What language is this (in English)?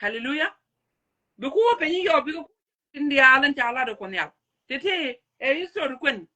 Nuer